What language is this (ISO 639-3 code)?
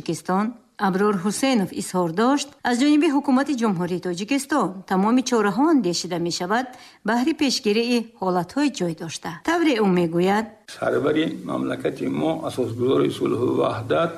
tgk